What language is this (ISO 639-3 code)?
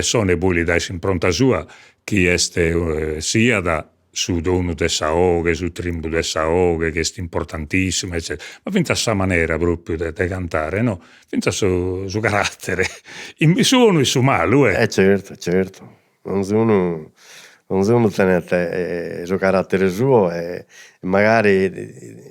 srd